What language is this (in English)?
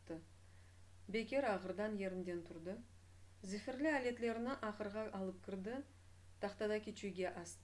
Crimean Tatar